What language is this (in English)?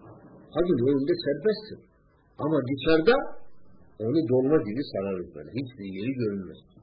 Turkish